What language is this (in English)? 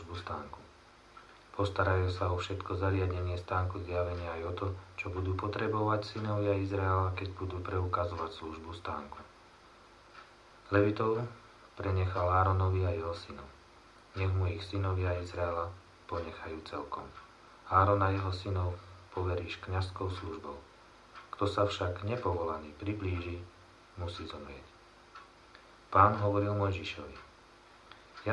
Slovak